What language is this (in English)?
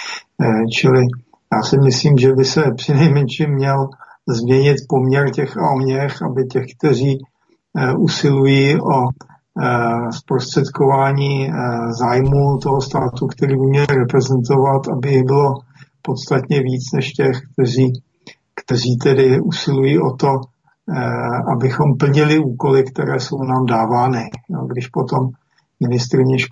Czech